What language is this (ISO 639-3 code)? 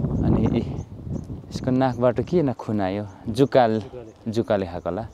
nep